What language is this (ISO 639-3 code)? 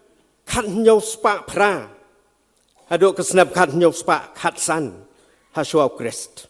kha